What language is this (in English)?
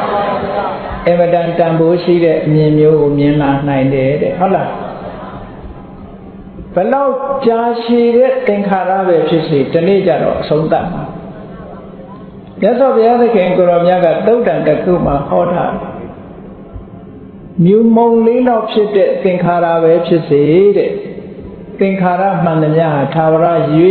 Burmese